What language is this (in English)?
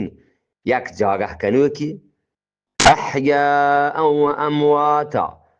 Eastern Balochi